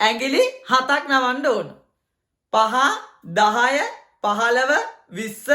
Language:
Sinhala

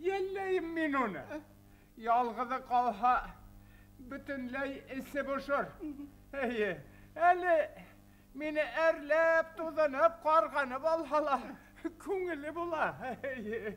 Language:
Bashkir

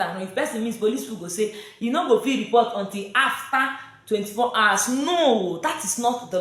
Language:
Nigerian Pidgin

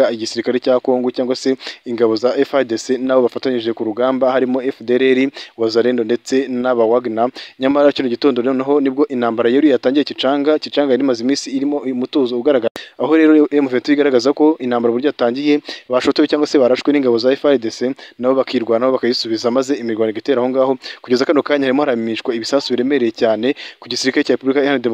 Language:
Kinyarwanda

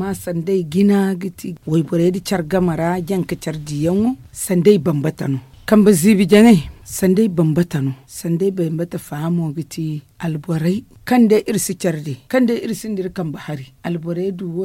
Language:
Zarma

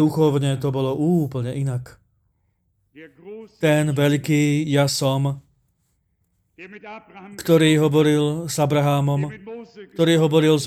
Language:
Slovak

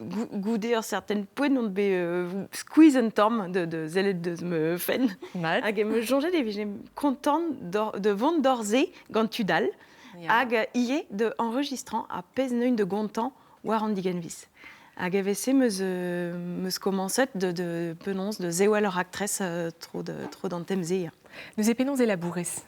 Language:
Breton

